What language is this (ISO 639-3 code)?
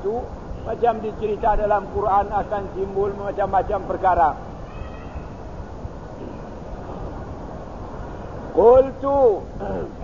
msa